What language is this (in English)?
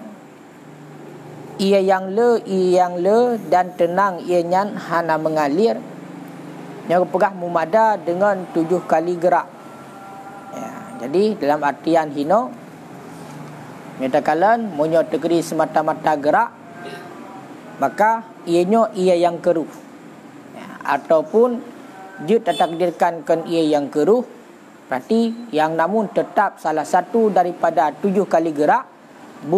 Malay